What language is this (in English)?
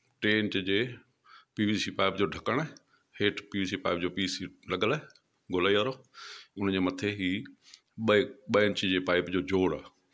Sindhi